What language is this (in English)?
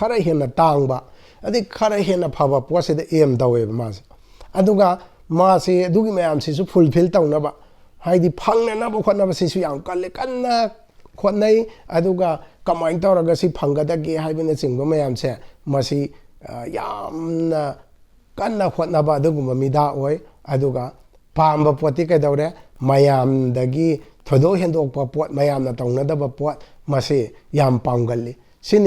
Manipuri